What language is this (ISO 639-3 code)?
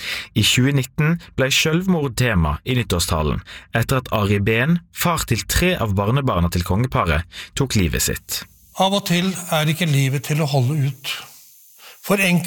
nor